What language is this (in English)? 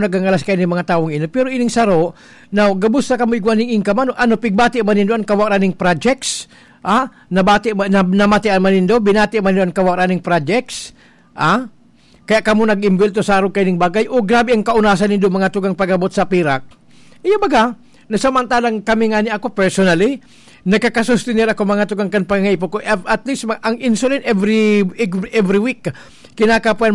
Bikol